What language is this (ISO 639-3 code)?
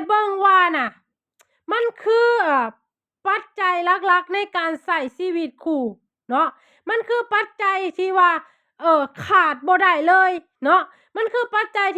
lao